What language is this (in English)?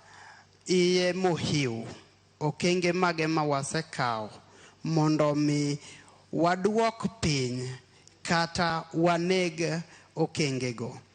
Luo (Kenya and Tanzania)